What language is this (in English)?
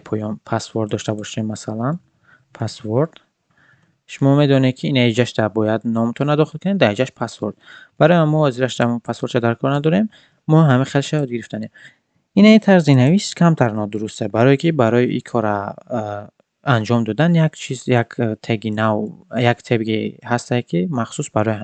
Tajik